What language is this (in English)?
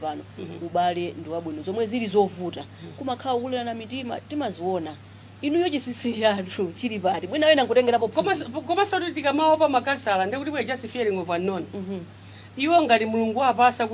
Nyanja